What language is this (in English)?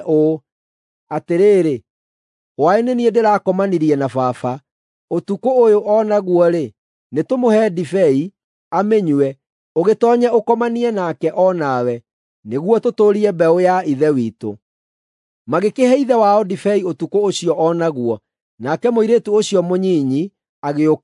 Kikuyu